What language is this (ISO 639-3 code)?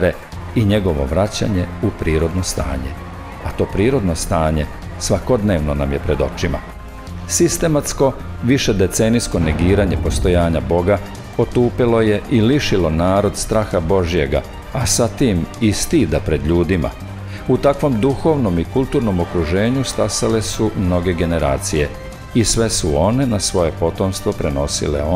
srp